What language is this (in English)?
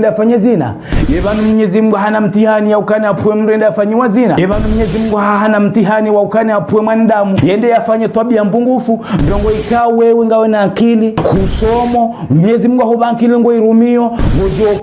Ngazidja Comorian